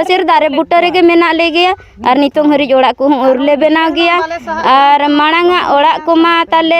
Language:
Santali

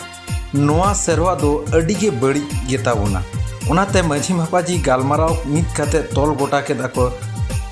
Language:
Santali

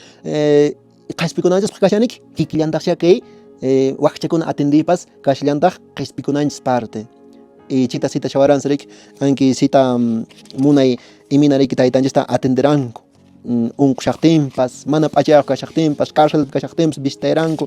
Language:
Quechua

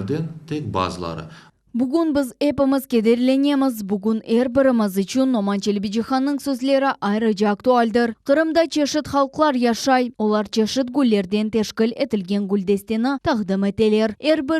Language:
Crimean Tatar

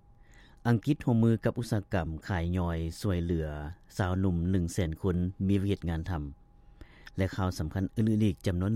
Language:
Lao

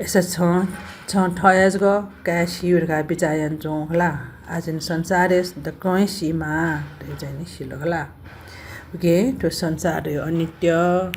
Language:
Newari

